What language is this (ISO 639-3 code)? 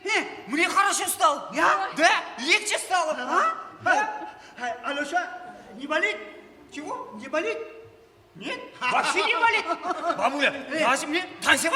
kaa